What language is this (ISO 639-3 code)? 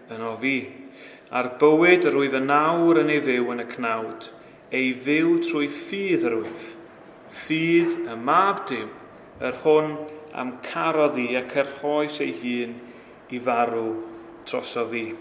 cym